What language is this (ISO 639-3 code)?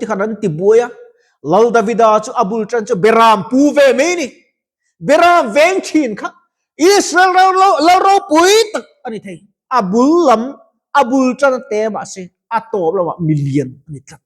lus